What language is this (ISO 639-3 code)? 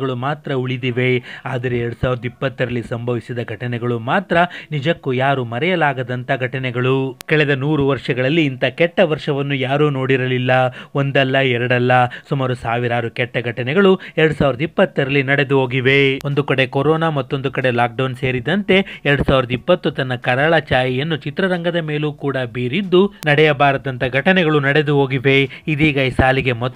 kan